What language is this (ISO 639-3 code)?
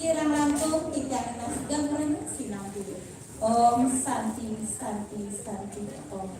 ban